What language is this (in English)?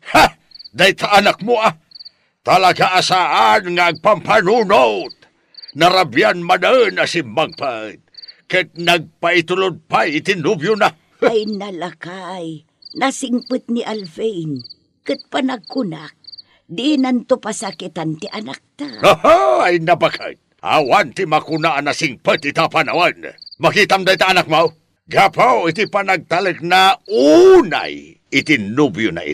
Iloko